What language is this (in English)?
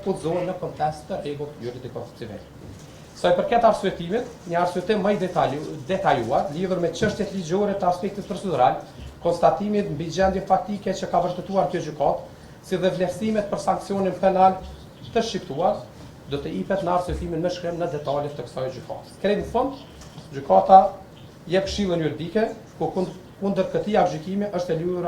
Albanian